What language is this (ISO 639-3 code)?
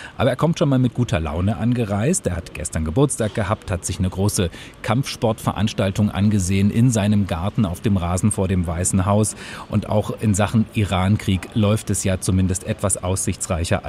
deu